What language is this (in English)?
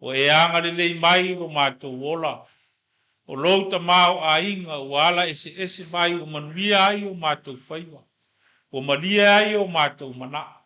Samoan